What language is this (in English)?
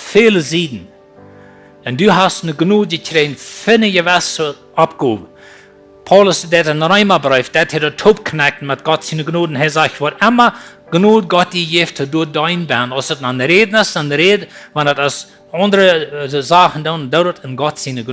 Plautdietsch